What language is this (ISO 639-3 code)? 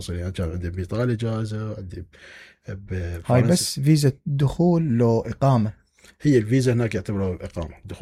acm